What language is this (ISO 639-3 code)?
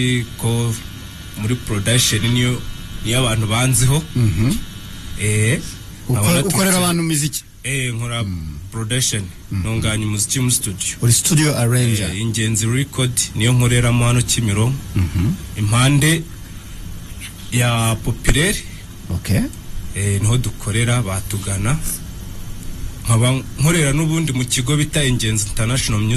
kin